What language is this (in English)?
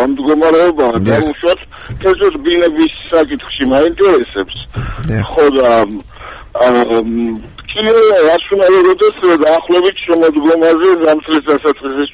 Georgian